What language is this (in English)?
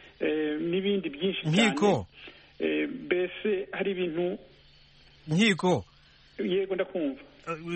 Kinyarwanda